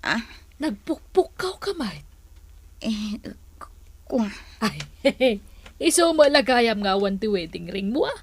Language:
Iloko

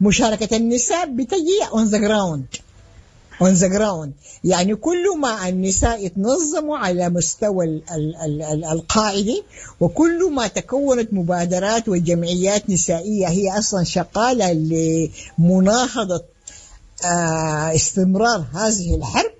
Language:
Sudanese Arabic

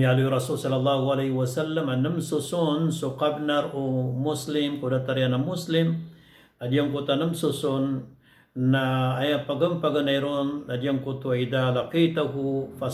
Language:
Maranao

